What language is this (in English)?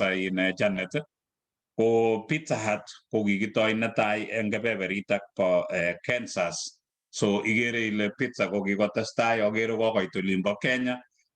Kalenjin